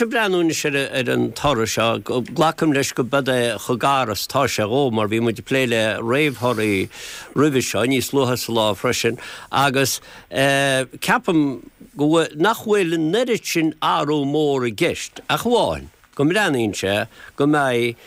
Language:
Irish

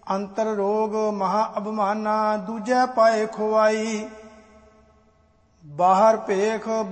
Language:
Punjabi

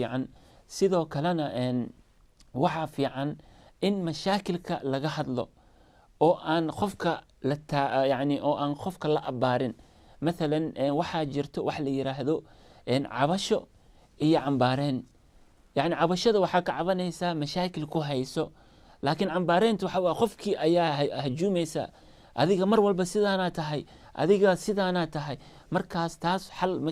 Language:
Somali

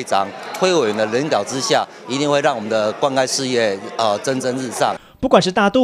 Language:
Chinese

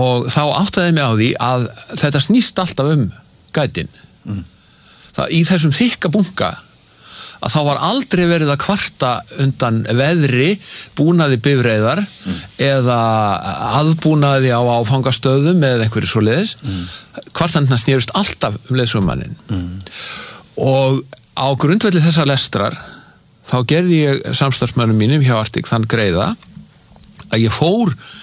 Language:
Icelandic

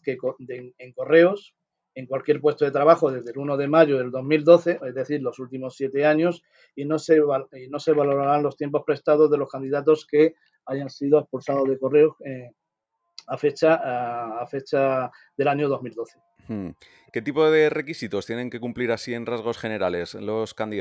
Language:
Spanish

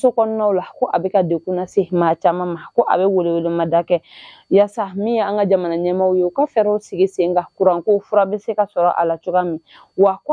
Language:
Bambara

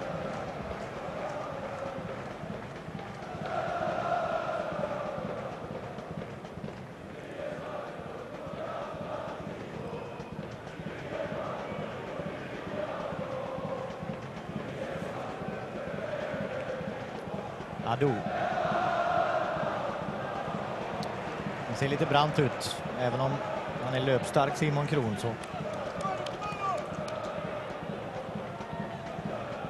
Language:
Swedish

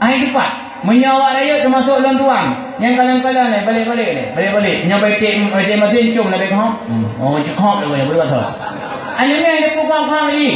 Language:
Achinese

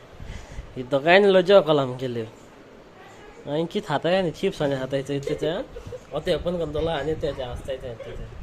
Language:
Konkani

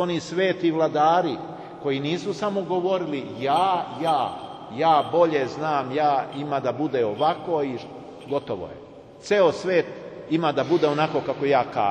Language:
Serbian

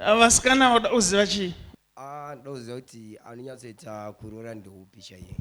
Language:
Shona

